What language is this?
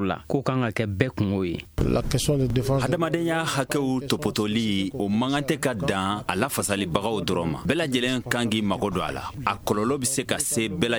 Bambara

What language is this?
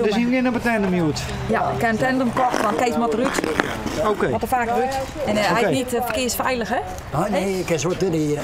Western Frisian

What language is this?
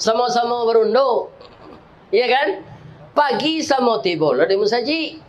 Minangkabau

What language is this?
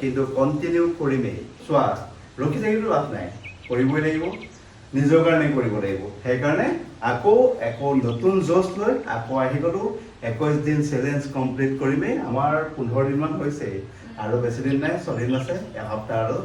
Assamese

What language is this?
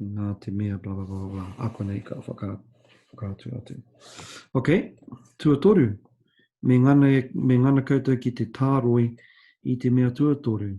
Māori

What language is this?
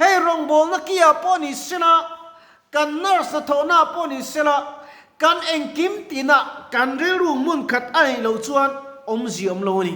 Mizo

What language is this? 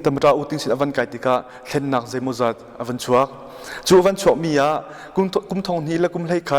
Hakha Chin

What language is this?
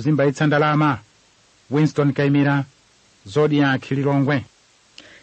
Nyanja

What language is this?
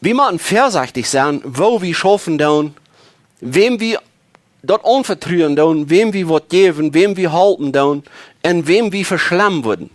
Plautdietsch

